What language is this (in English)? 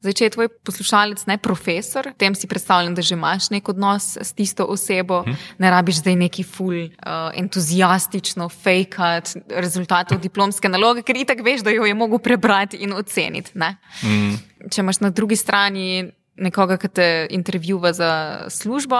Slovenian